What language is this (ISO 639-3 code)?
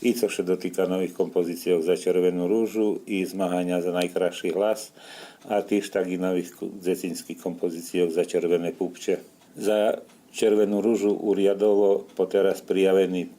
rue